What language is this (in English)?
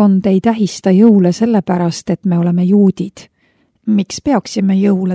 Estonian